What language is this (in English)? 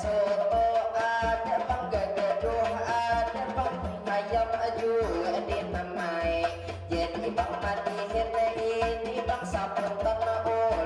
Banjar